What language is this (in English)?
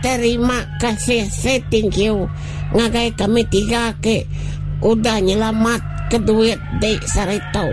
Iban